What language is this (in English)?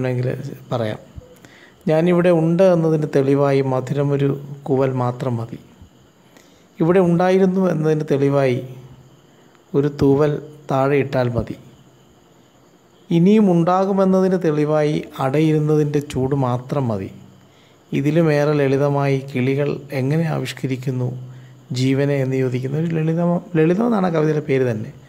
Malayalam